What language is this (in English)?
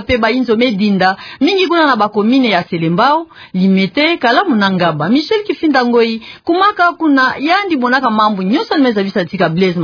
Kituba (Democratic Republic of Congo)